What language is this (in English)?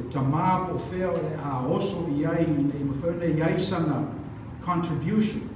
Samoan